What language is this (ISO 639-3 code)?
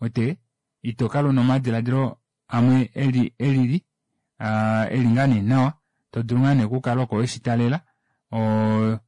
kua